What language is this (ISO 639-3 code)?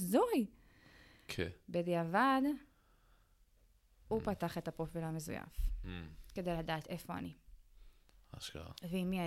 heb